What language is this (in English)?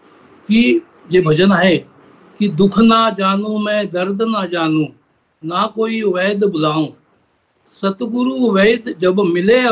Marathi